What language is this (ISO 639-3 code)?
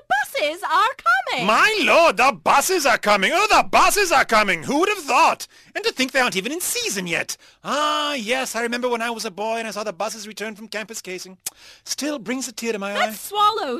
eng